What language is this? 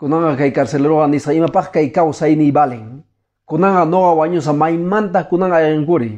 Quechua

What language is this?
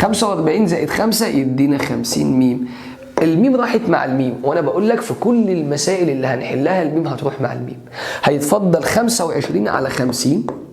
Egyptian Arabic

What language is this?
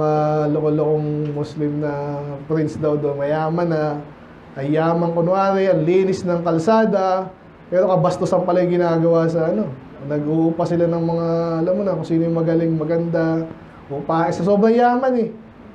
Filipino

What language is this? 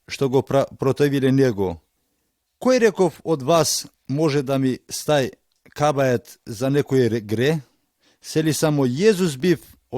Macedonian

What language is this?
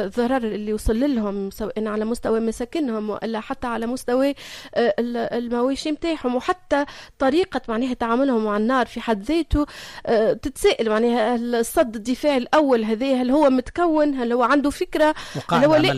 Tunisian Arabic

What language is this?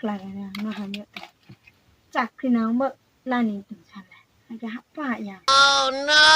Riang (India)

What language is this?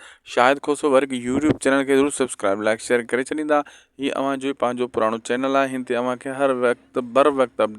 Sindhi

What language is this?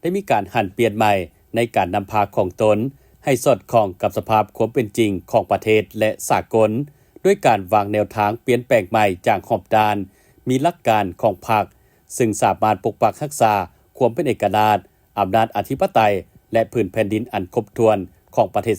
Lao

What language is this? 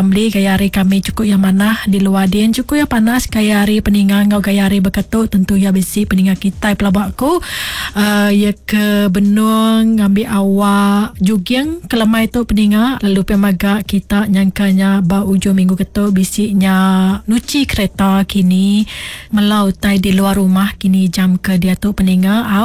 Iban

